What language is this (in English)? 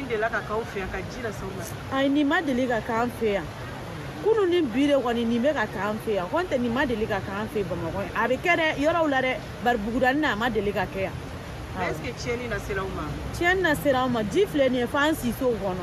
Bambara